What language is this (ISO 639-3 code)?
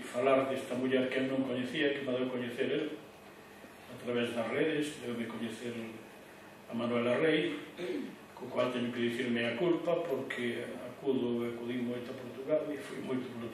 glg